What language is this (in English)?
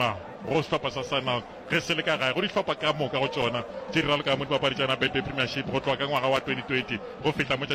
Northern Sotho